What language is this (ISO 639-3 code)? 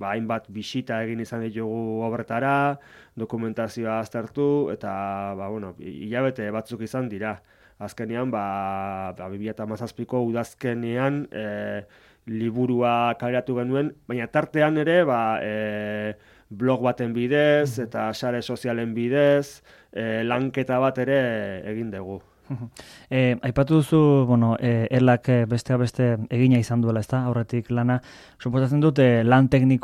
eus